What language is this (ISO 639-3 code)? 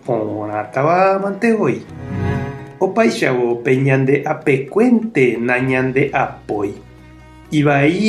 grn